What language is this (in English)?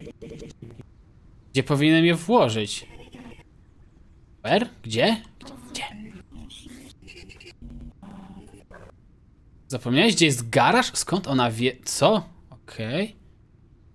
Polish